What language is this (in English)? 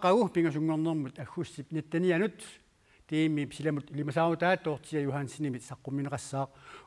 Kalaallisut